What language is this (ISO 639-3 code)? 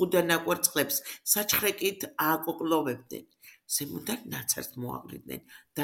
kat